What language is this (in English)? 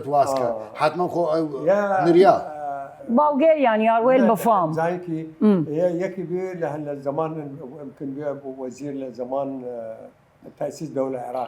Southern Kurdish